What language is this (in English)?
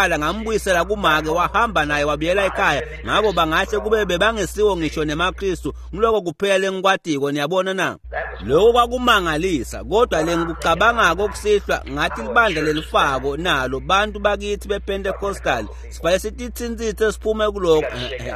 Swati